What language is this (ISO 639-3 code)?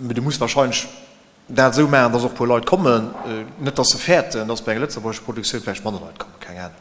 ltz